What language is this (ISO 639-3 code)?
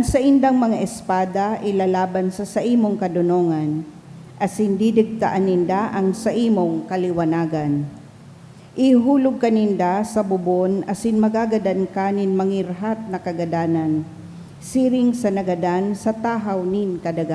bik